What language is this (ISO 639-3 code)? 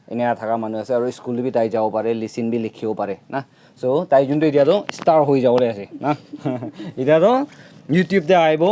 nag